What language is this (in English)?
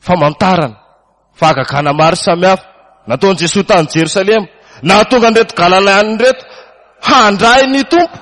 Malagasy